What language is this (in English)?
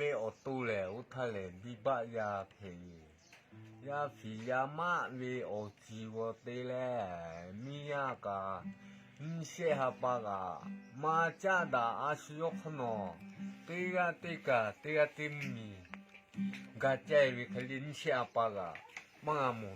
Lahu